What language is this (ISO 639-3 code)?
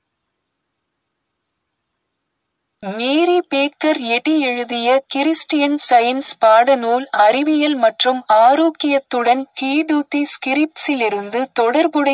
tam